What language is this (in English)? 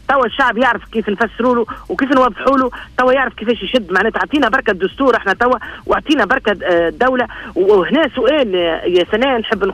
Tunisian Arabic